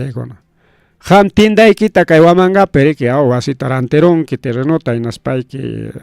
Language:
Ayacucho Quechua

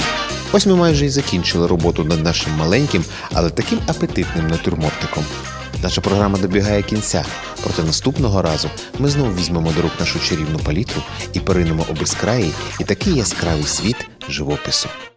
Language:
Ukrainian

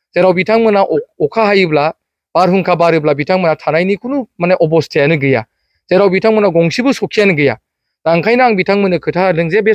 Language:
Bodo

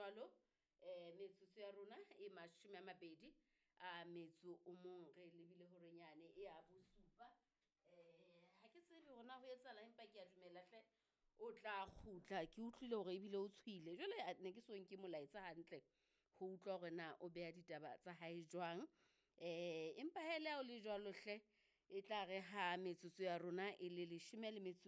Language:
Southern Sotho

